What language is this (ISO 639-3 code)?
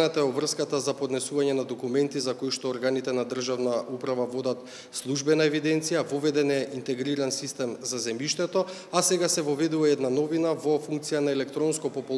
mkd